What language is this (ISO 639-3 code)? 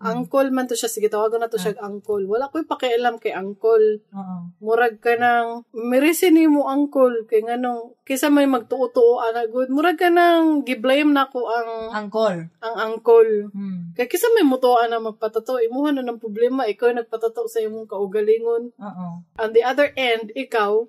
ceb